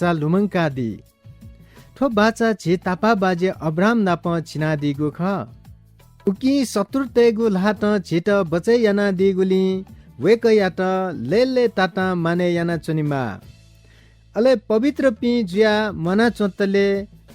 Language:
Newari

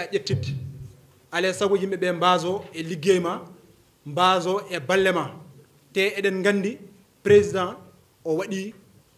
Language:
Fula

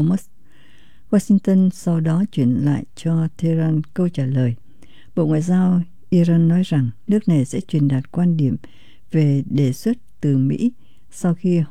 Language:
Vietnamese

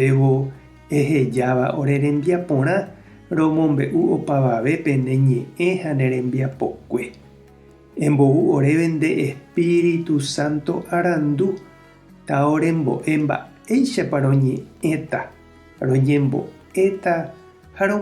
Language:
Guarani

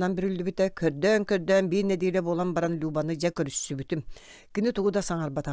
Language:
Yakut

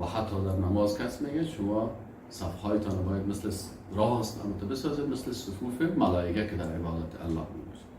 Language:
Persian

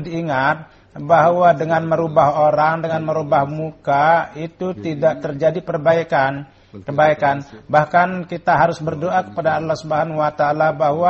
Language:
Indonesian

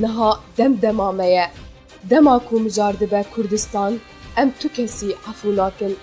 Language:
Kurdish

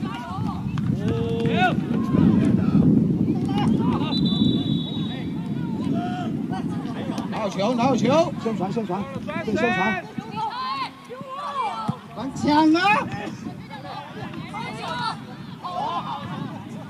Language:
Chinese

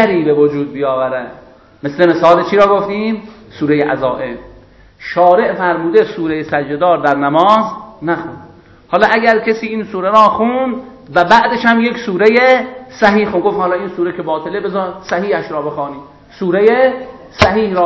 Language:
Persian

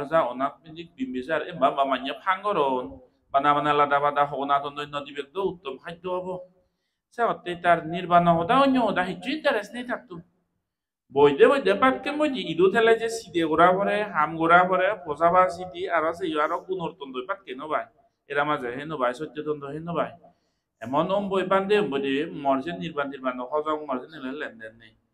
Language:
Chakma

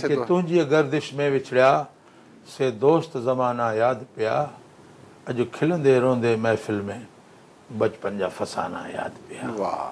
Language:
Sindhi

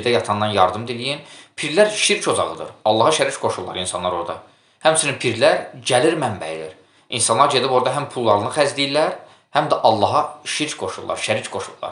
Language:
Azerbaijani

